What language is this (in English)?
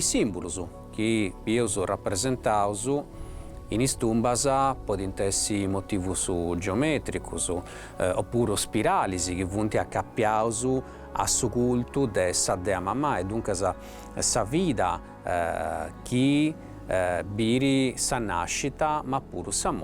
Sardinian